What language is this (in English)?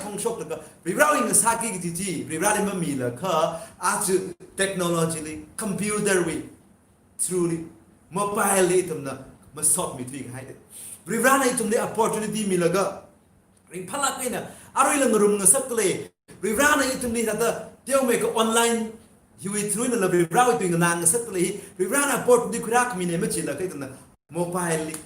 Tangkhul Naga (India)